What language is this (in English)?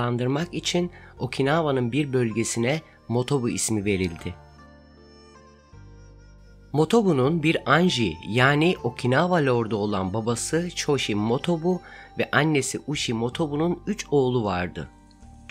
Turkish